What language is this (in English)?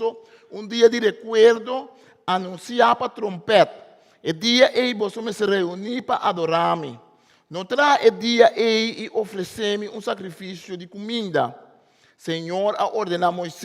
Papiamento